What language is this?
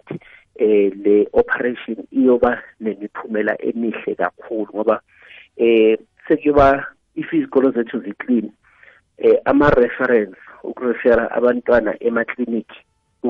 South Ndebele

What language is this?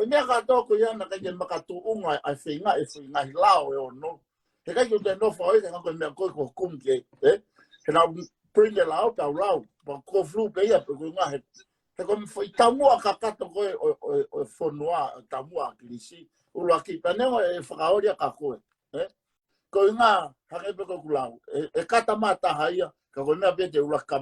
Tongan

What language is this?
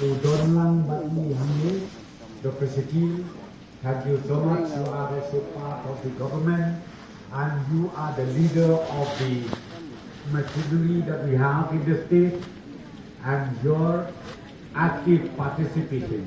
Khasi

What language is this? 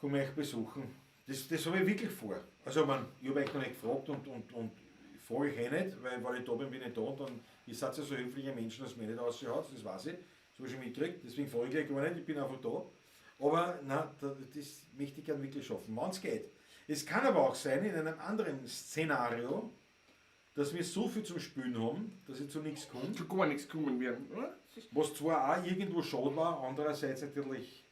Bavarian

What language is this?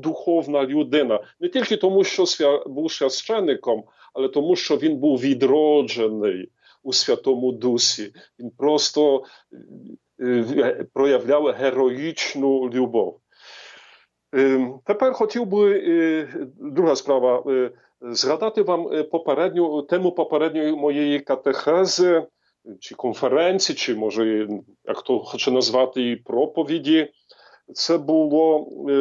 Ukrainian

